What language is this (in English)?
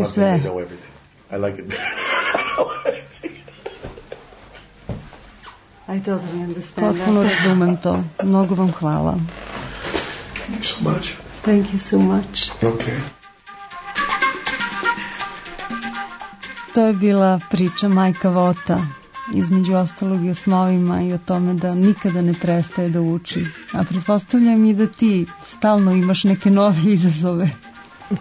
Serbian